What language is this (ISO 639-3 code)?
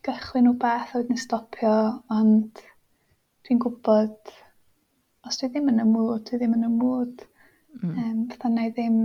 cym